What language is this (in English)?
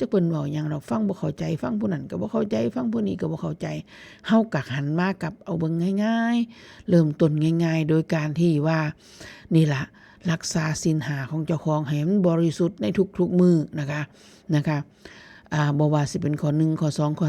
Northeastern Thai